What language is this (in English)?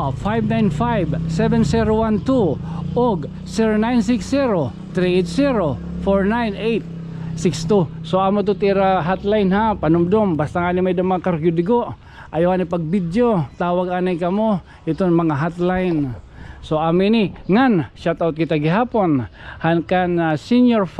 Waray